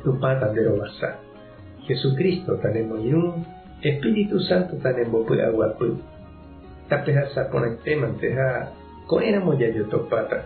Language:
Guarani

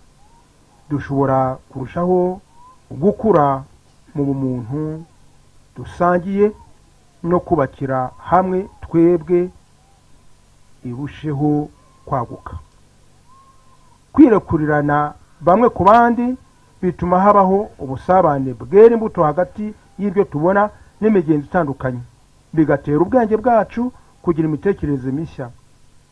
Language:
Kinyarwanda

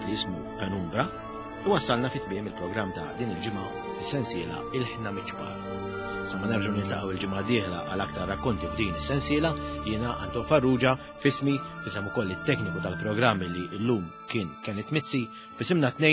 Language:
Maltese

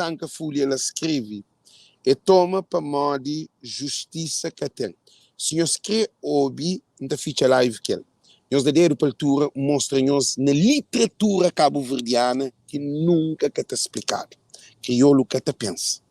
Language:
Kabuverdianu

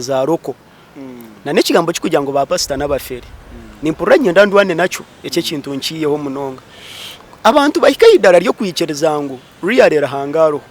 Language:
Nyankole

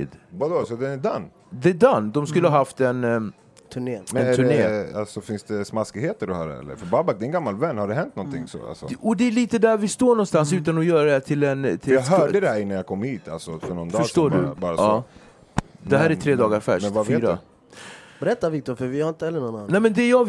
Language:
Swedish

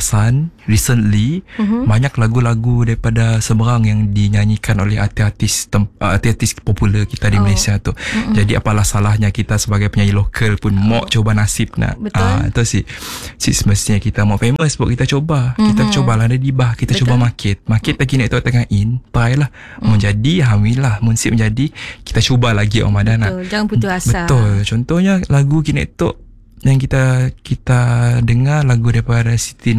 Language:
Malay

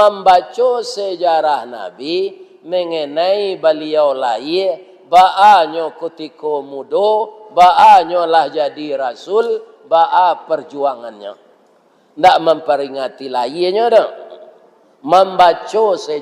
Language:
Minangkabau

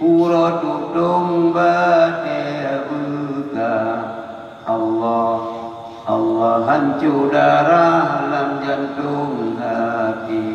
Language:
Achinese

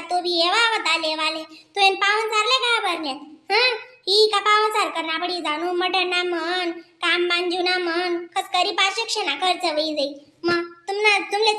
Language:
Khandesi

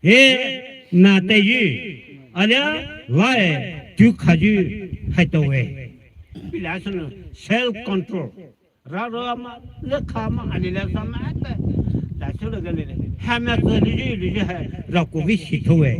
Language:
Poumei Naga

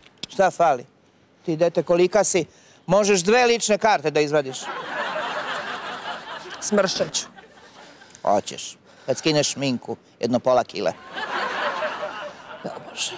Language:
Serbian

